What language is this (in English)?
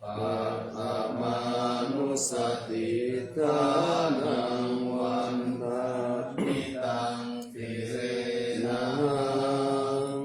Pali